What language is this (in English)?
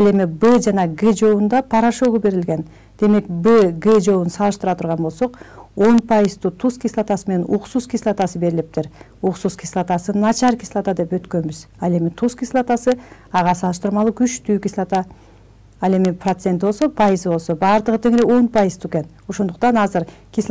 Kyrgyz